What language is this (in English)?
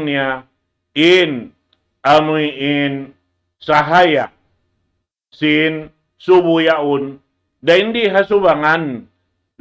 Tausug